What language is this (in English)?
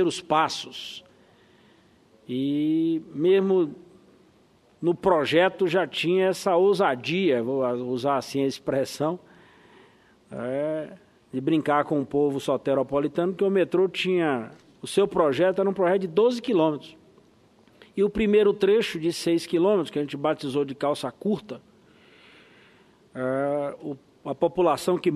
Portuguese